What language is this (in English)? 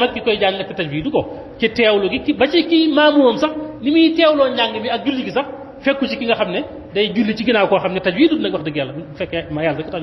Wolof